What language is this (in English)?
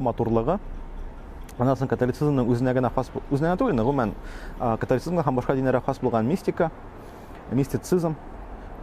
Tatar